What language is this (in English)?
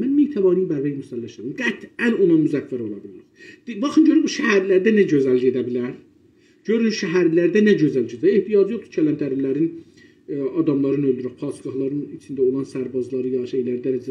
South Azerbaijani